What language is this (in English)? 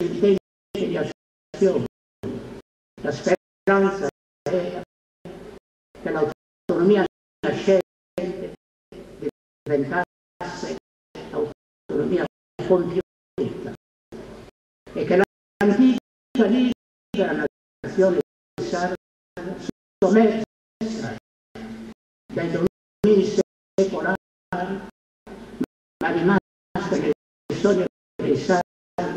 Italian